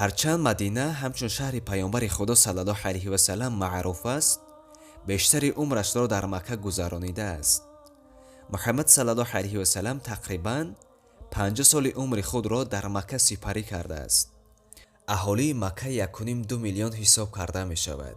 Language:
Tajik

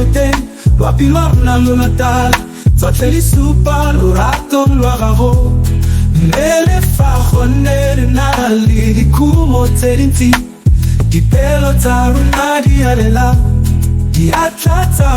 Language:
Tswana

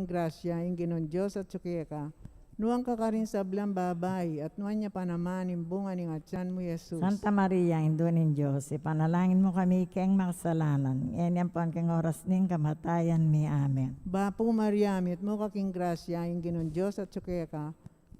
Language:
Pampanga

